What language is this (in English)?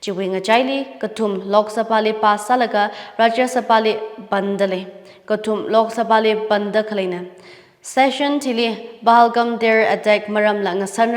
Tangkhul Naga (India)